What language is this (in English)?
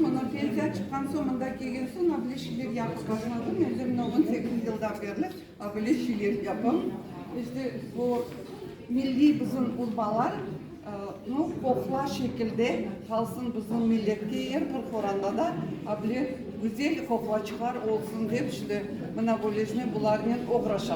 Crimean Tatar